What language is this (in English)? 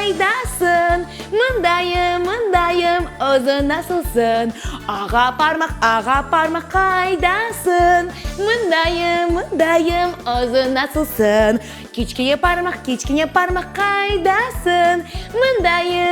Crimean Tatar